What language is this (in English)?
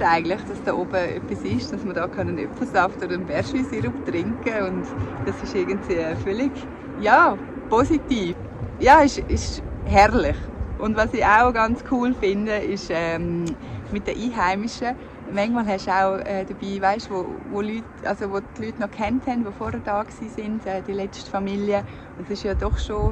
Swiss German